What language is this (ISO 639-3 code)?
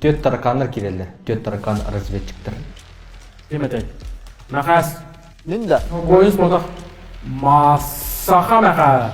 sah